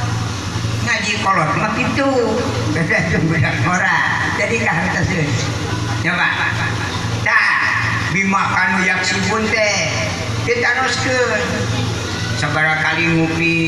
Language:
Sundanese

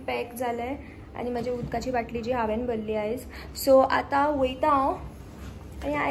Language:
Konkani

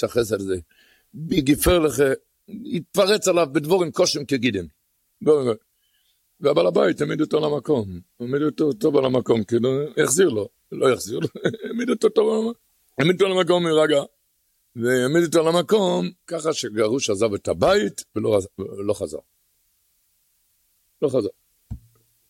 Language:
Hebrew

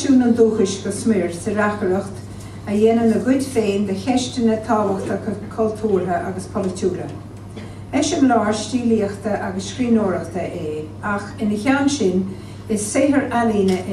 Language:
Irish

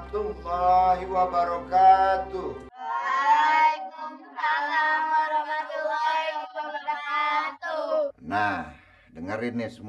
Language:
Betawi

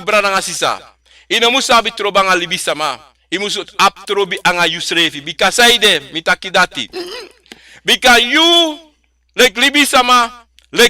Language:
Sranan Tongo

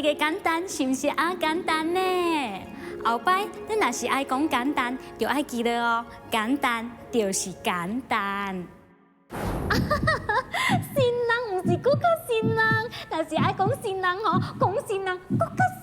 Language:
Min Nan Chinese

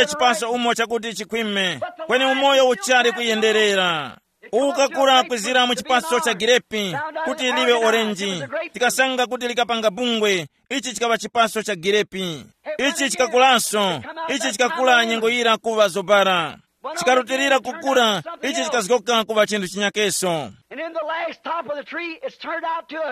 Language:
Tumbuka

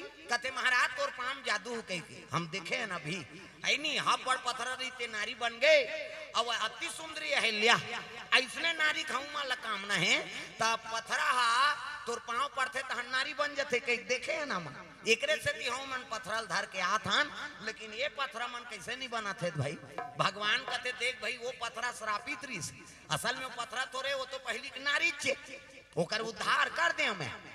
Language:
Chhattisgarhi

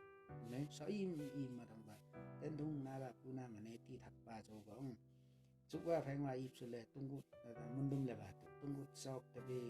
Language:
Limbu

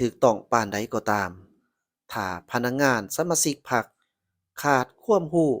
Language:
Lao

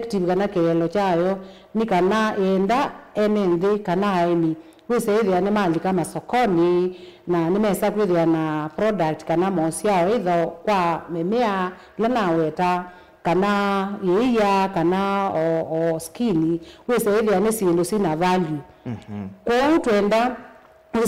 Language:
Kamba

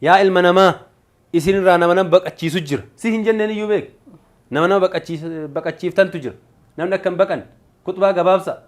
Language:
Oromo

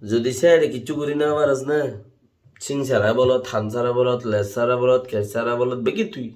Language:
Rohingya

